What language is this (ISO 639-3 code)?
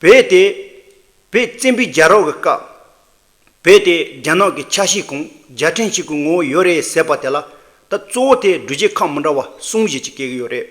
bod